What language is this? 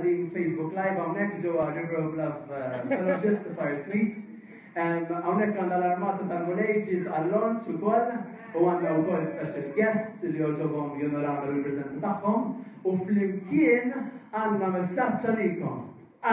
Maltese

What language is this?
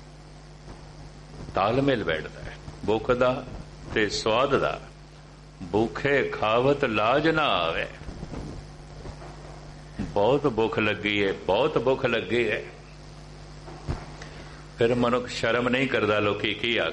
Punjabi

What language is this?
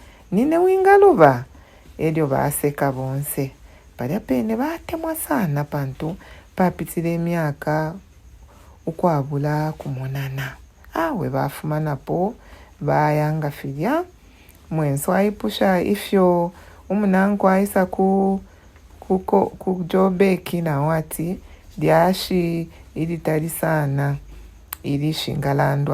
Bemba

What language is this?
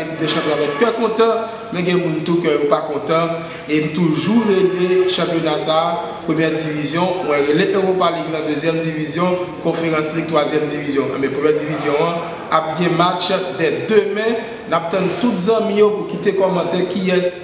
Haitian Creole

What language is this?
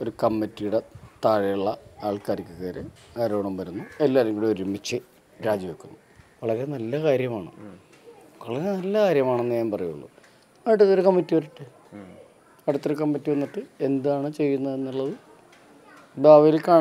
Malayalam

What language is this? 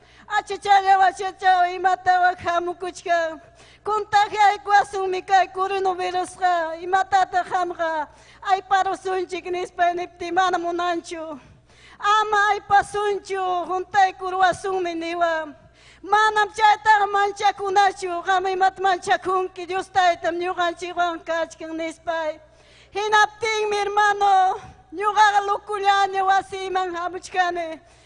Ayacucho Quechua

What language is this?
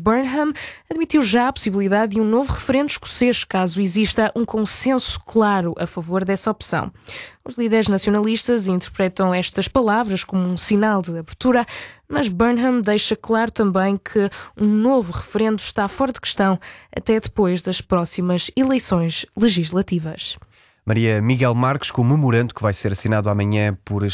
Portuguese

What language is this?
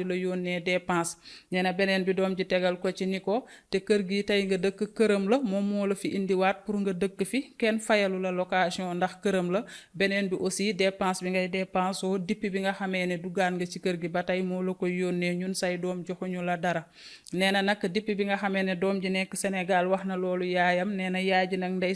Wolof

